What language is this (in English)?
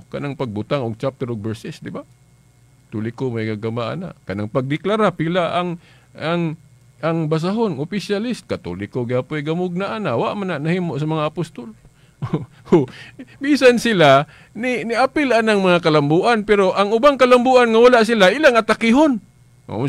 Cebuano